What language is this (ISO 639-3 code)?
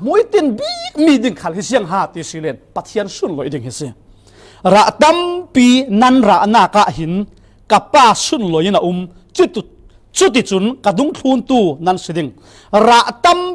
cfm